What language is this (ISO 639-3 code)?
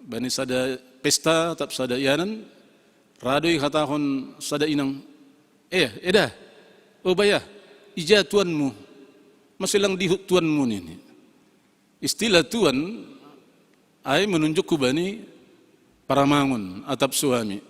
bts